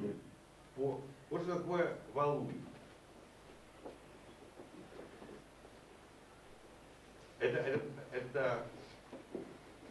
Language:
Russian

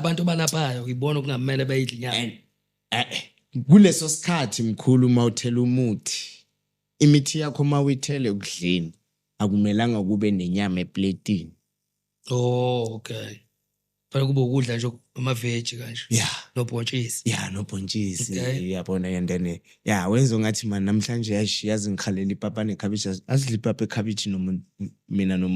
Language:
Zulu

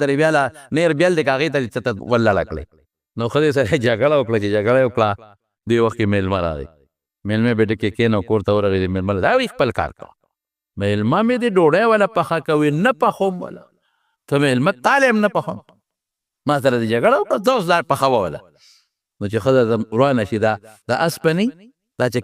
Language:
Pashto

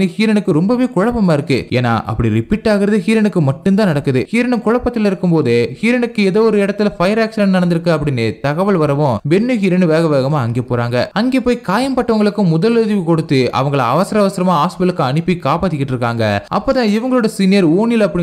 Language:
Tamil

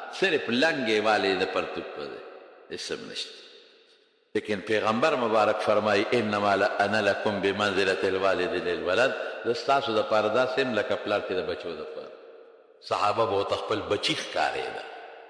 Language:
Pashto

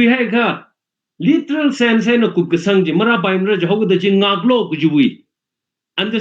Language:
Tangkhul Naga (India)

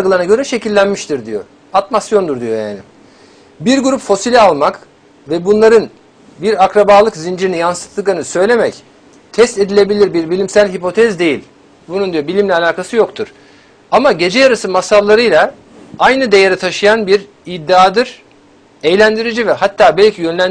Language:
Turkish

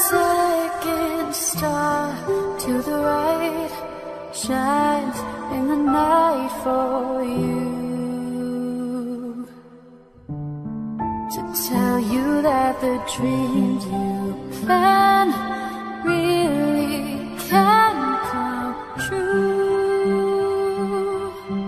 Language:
English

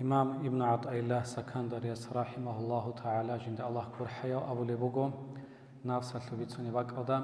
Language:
Avaric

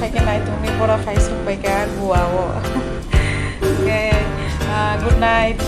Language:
Kok Borok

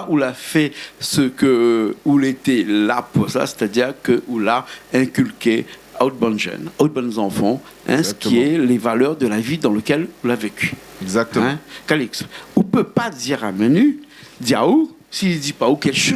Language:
Réunion Creole French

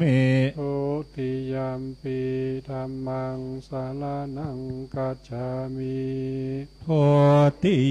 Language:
Pali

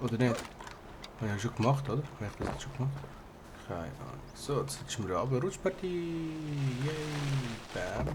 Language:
Swiss German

